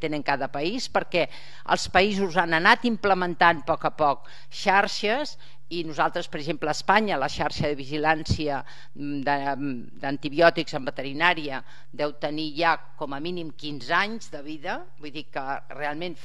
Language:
Catalan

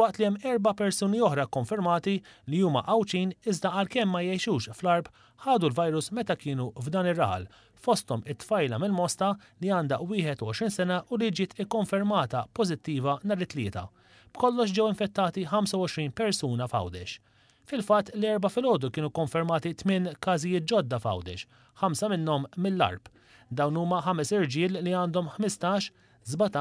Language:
Maltese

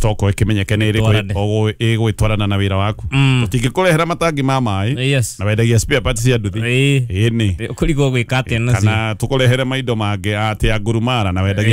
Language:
Kikuyu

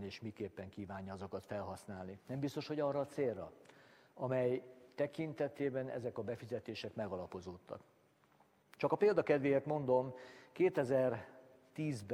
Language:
Hungarian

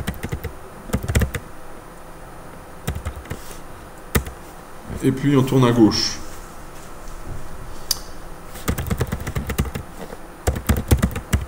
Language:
French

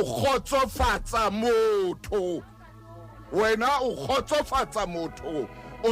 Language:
Southern Sotho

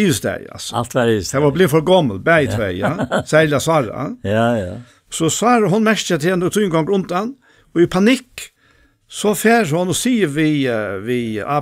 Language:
Faroese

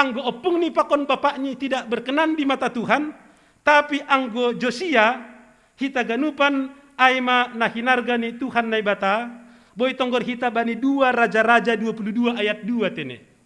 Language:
Batak Simalungun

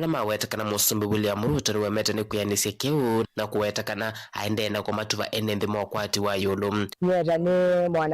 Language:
Kamba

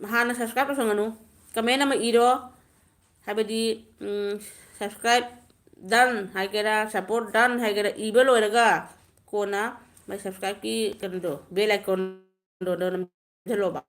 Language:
Manipuri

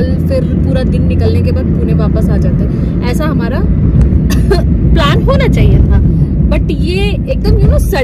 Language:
Hindi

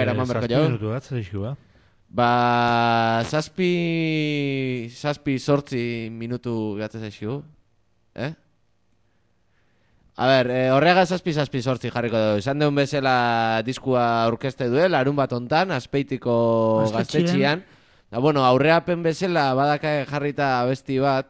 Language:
Basque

